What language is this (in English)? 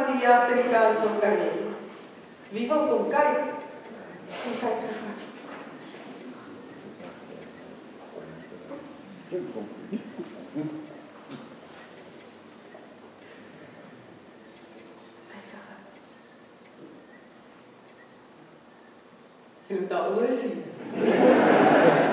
Afrikaans